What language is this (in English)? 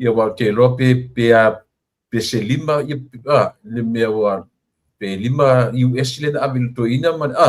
Samoan